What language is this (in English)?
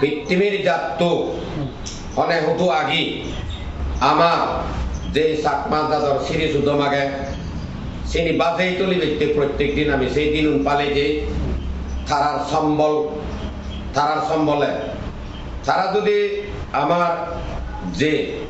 Chakma